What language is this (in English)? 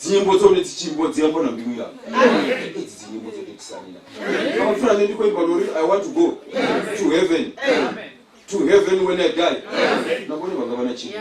Venda